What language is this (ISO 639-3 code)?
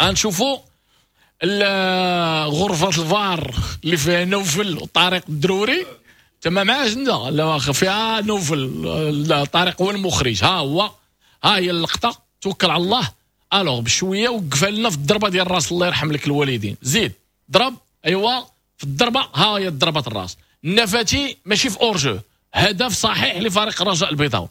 ary